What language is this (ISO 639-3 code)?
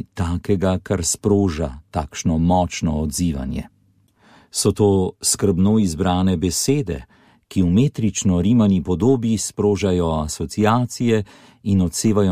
slv